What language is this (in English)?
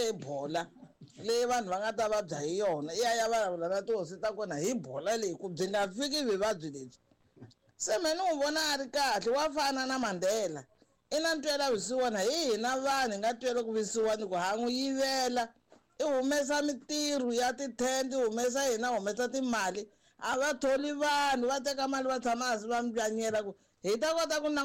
Tsonga